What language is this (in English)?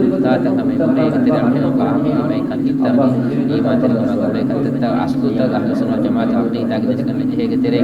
Divehi